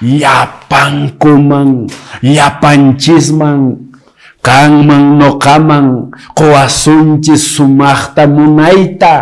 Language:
Quechua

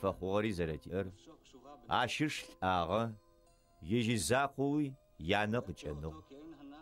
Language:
Adyghe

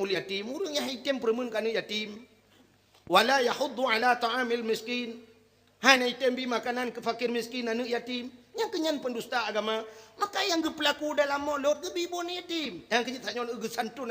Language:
Achinese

